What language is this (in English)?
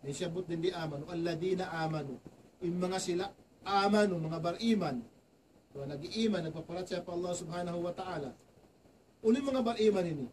Tausug